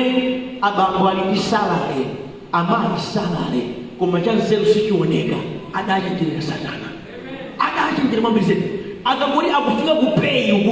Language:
Nyanja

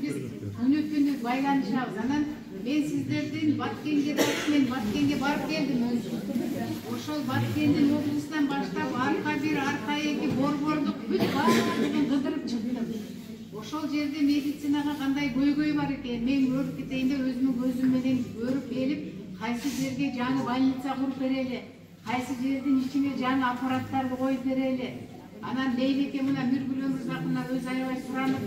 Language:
Kyrgyz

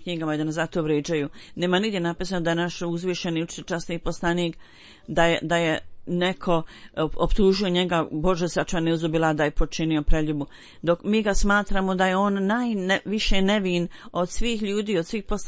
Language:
Bosnian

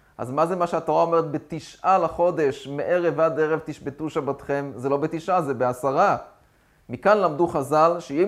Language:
Hebrew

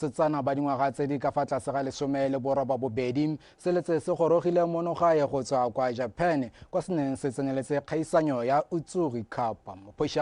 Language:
Tswana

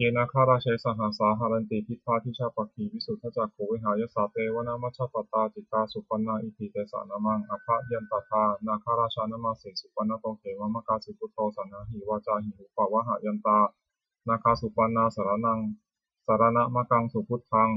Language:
Pali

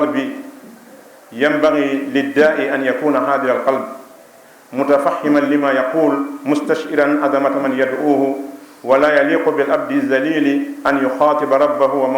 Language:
Fula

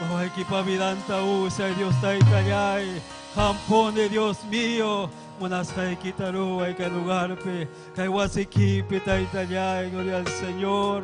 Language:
Ayacucho Quechua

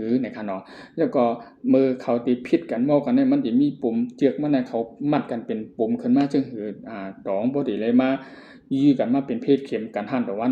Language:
Shan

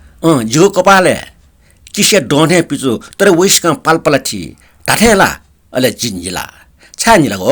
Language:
Newari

